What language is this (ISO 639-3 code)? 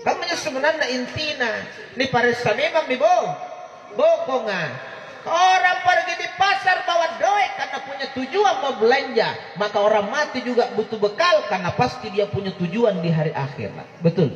mak